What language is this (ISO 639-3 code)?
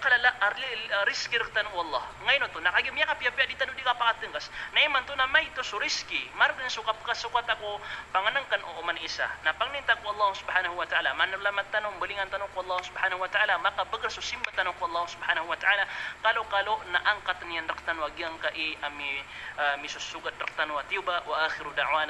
mrw